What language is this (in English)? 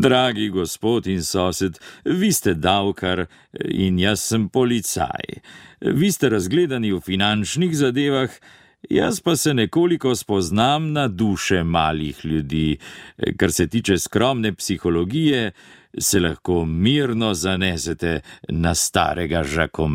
Slovenian